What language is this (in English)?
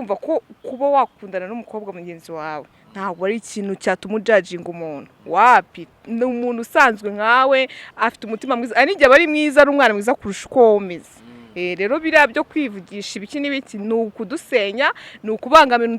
Kinyarwanda